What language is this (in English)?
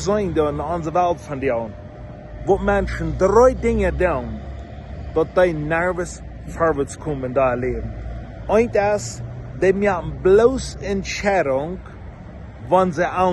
Plautdietsch